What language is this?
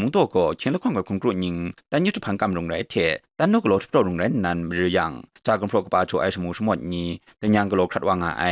Kachin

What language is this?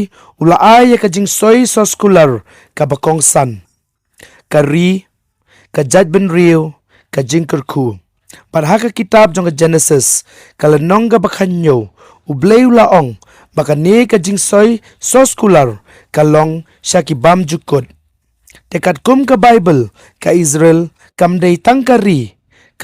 Khasi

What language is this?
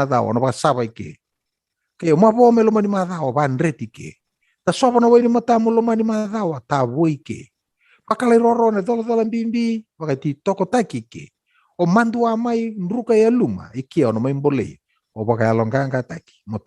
Fijian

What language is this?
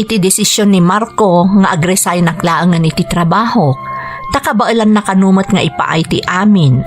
Iloko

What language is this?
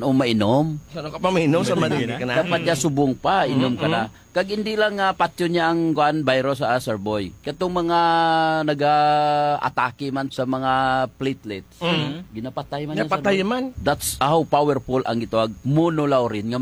Hiligaynon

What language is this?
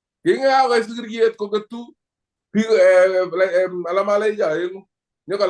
Kalenjin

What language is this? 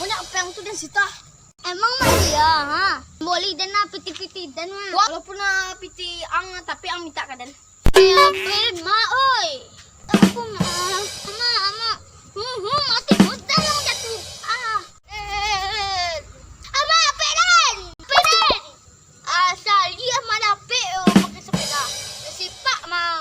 Minangkabau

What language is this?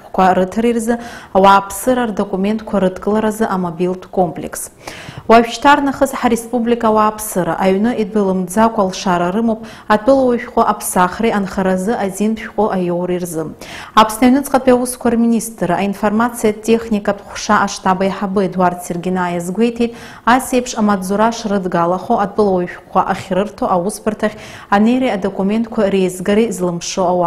Abkhazian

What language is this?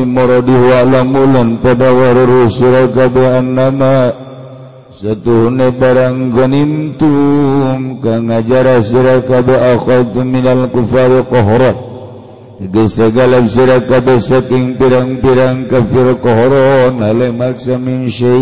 Sundanese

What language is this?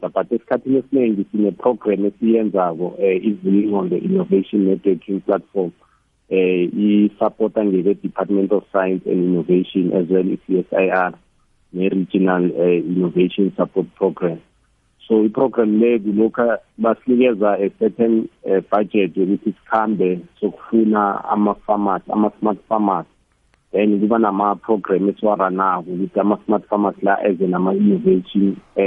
South Ndebele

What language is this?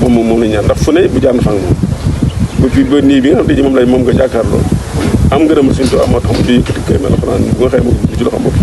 Wolof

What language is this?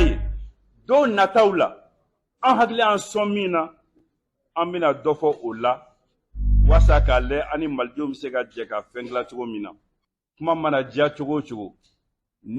Bambara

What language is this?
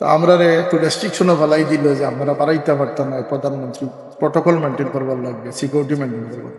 Sylheti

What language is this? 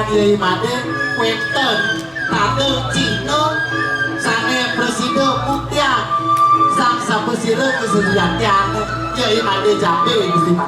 Balinese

